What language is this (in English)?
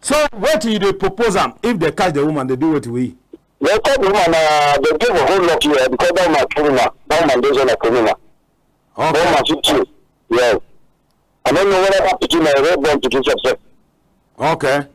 Cameroon Pidgin